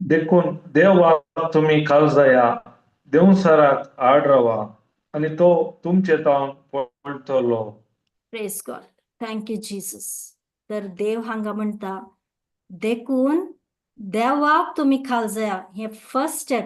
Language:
Konkani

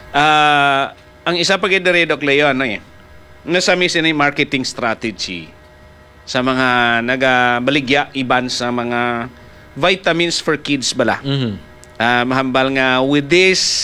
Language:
Hiligaynon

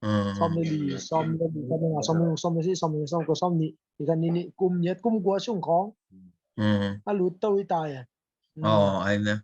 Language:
Tedim Chin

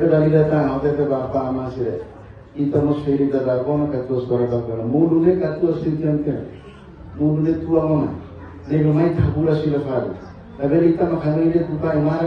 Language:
Tetum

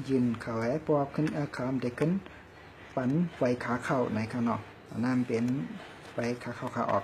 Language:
Shan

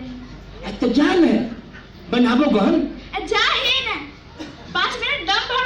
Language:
Magahi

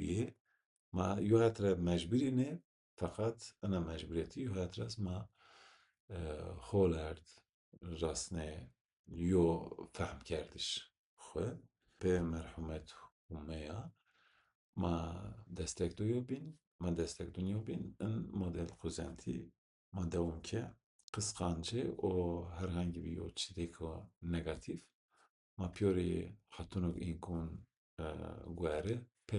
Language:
Zaza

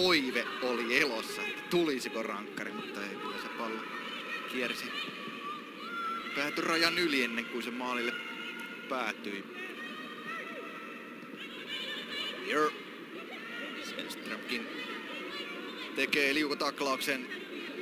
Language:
Finnish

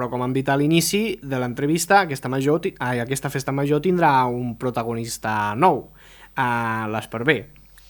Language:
Catalan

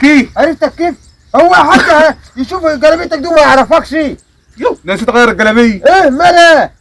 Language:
Egyptian Arabic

